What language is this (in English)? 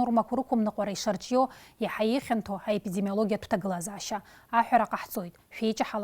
Abkhazian